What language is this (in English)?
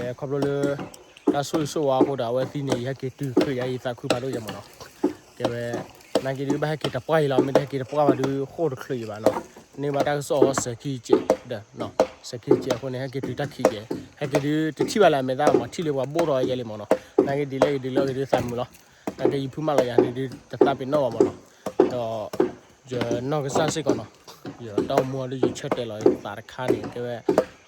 S'gaw Karen